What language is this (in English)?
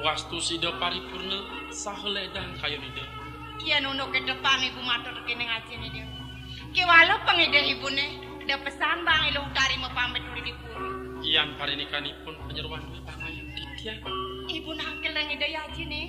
Balinese